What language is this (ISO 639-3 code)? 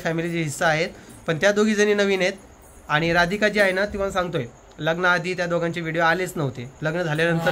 mar